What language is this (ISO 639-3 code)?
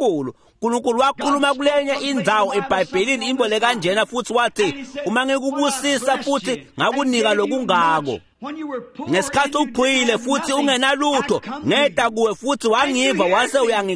ssw